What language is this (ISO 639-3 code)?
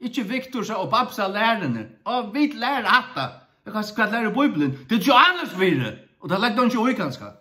fao